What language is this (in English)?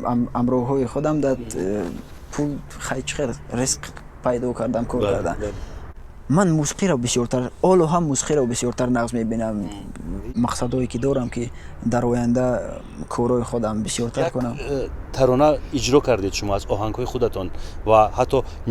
Tajik